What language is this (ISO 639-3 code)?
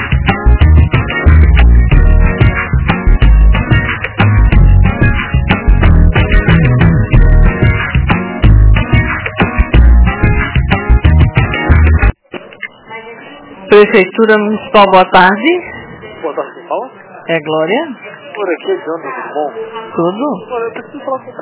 por